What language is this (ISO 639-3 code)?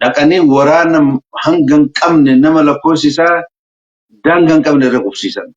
orm